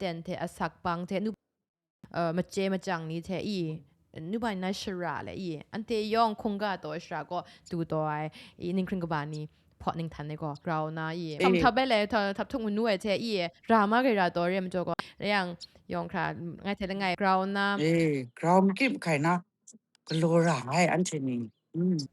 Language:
Kachin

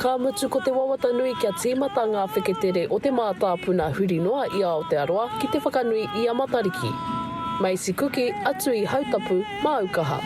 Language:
Māori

